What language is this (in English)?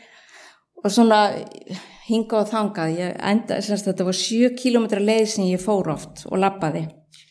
Icelandic